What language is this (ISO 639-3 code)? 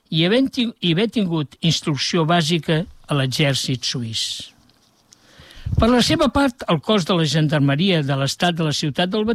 cat